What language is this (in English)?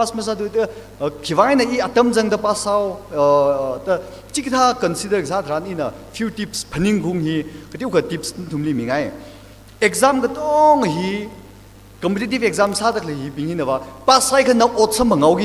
Tangkhul Naga (India)